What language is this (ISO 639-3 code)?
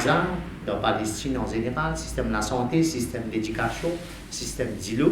mfe